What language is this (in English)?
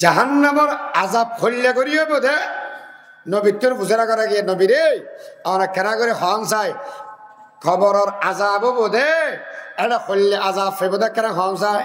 Rohingya